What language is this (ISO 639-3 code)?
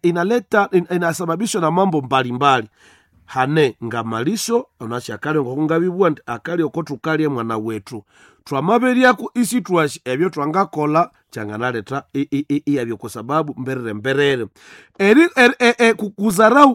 nnb